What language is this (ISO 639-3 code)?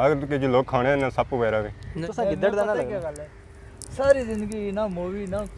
phr